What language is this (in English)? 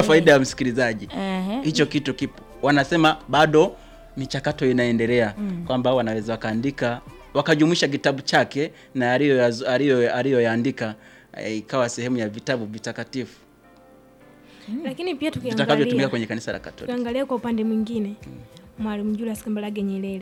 Swahili